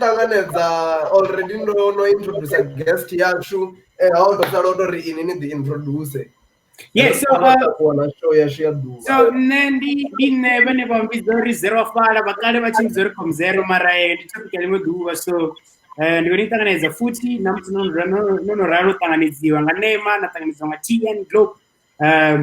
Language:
Venda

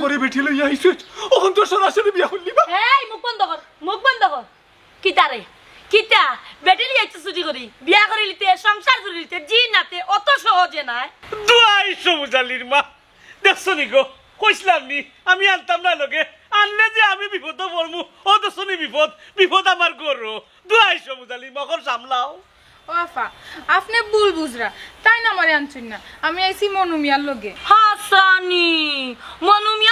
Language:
Sylheti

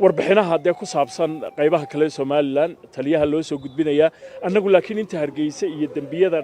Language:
Somali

